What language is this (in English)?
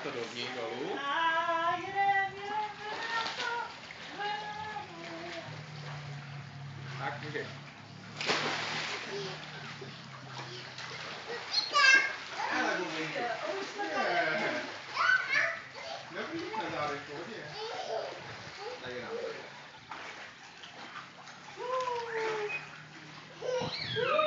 Czech